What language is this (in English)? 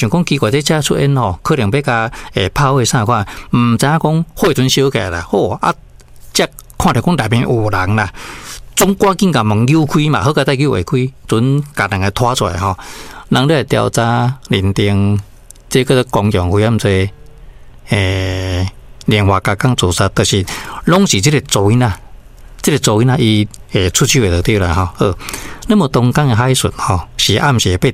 Min Nan Chinese